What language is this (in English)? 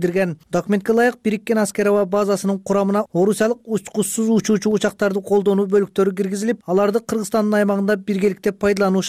Kyrgyz